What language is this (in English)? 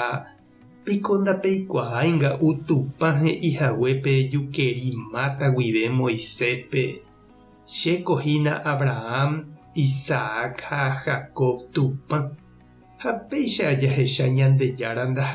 Guarani